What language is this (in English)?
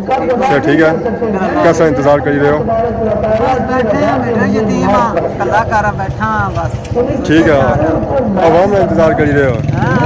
Pahari-Potwari